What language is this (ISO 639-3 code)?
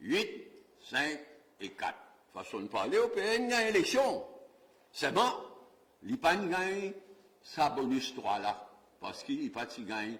mfe